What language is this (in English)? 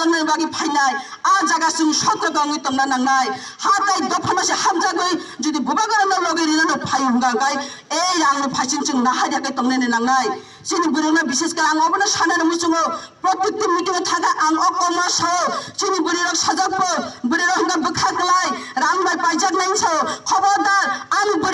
Kok Borok